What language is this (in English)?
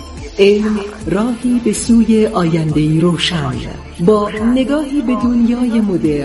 Persian